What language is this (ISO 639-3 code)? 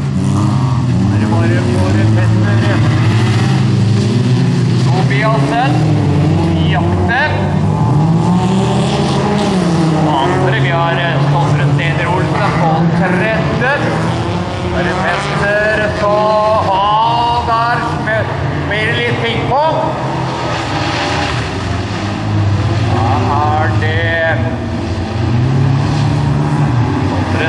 nor